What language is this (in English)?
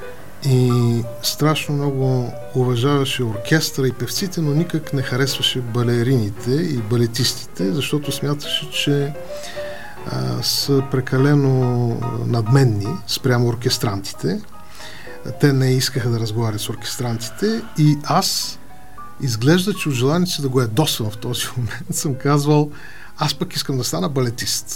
Bulgarian